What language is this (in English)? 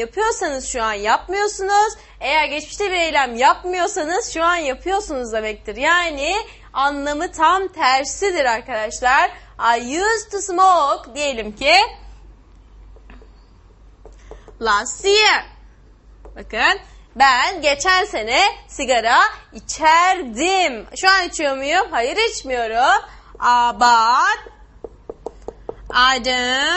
Turkish